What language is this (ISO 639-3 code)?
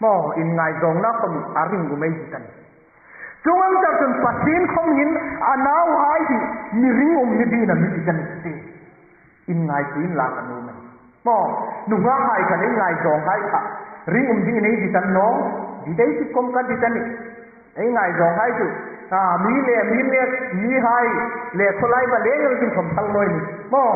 hmr